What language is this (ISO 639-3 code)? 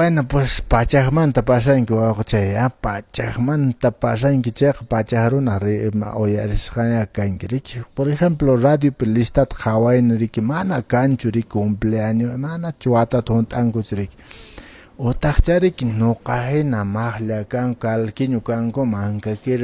que